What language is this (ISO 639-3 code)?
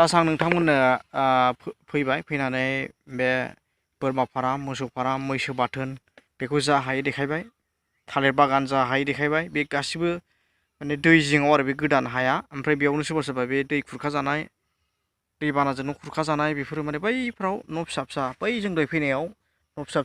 brx